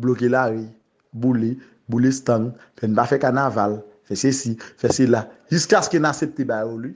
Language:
Haitian Creole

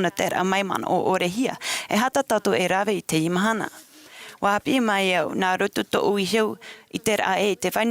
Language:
Tahitian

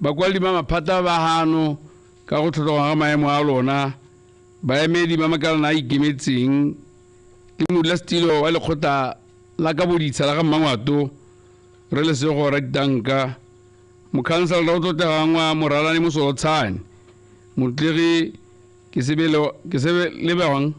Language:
Tswana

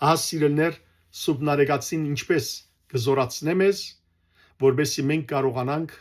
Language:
Western Armenian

